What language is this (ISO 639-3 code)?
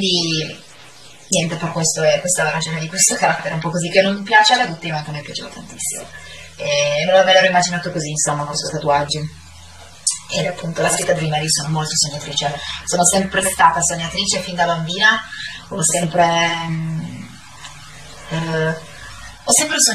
ita